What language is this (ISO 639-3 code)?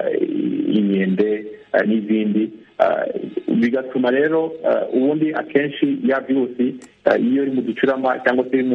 kin